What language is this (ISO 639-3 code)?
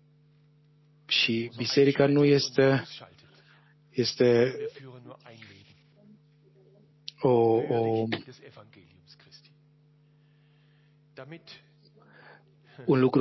ron